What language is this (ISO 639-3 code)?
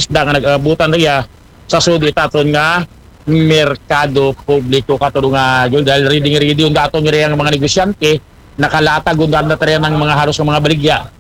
akl